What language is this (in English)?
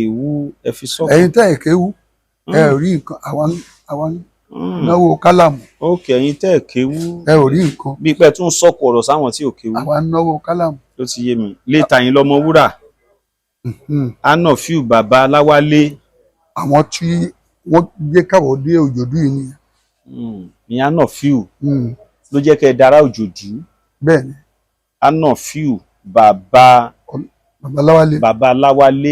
Yoruba